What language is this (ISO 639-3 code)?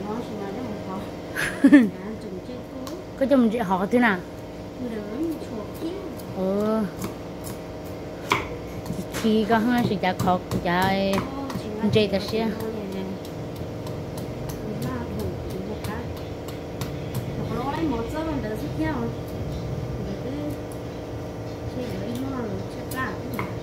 vie